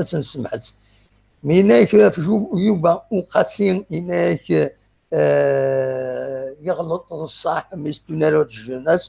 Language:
Kabyle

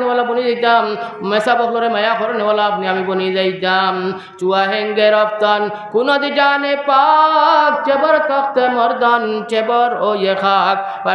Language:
Sylheti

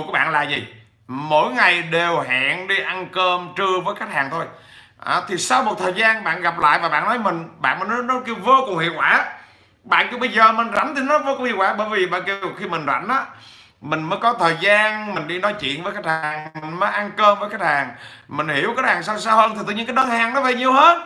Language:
Vietnamese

